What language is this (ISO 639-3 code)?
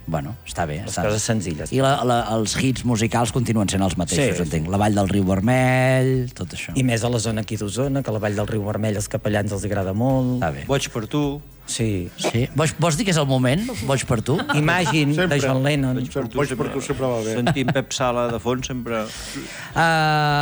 cat